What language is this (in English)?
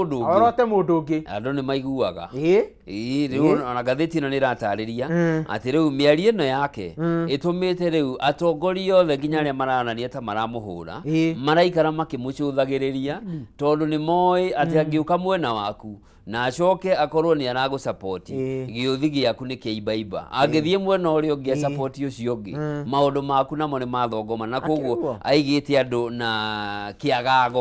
Kikuyu